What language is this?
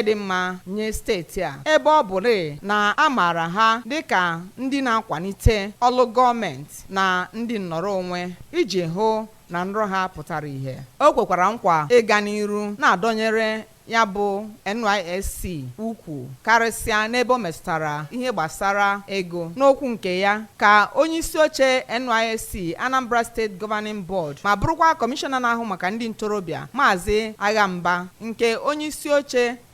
Igbo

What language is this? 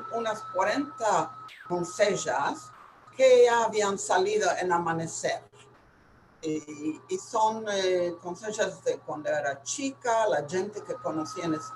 Ladino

